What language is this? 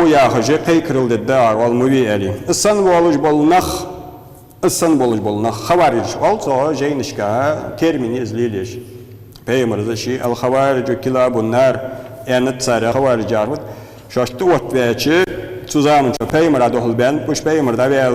Ingush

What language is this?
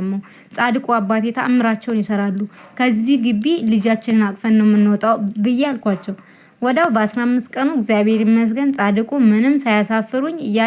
Amharic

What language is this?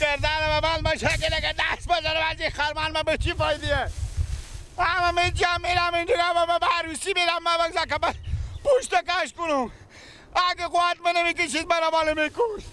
Persian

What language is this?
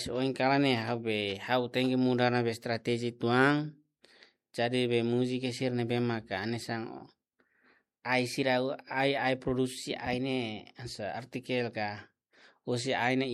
Tetum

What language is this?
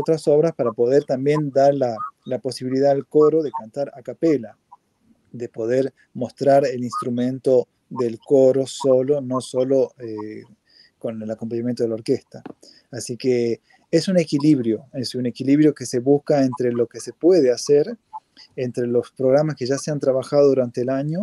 Spanish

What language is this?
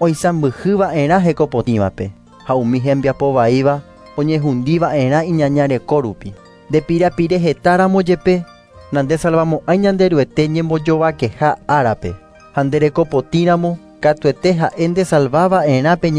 Guarani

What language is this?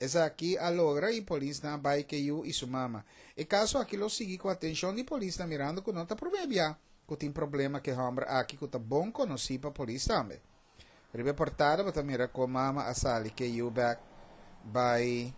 Papiamento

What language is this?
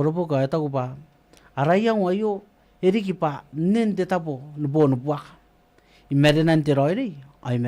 Gilbertese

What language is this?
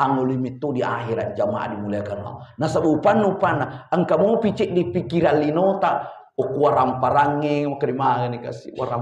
Buginese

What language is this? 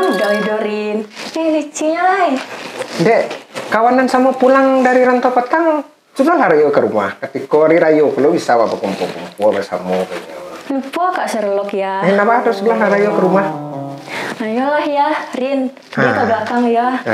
Minangkabau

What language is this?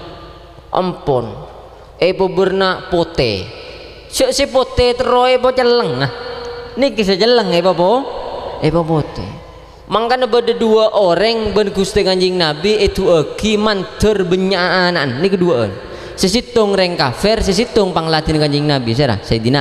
Madurese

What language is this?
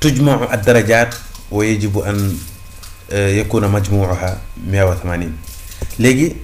Wolof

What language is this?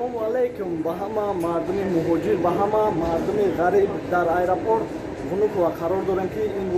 Tajik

